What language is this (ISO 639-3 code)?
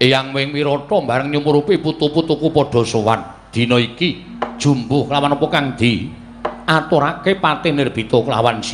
jav